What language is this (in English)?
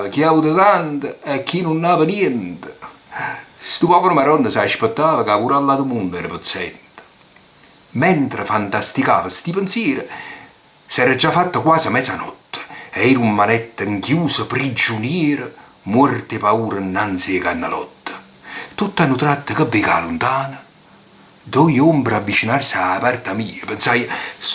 Neapolitan